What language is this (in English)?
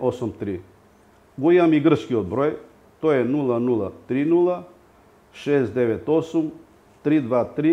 Macedonian